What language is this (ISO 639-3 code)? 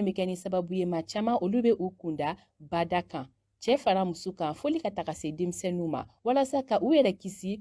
bam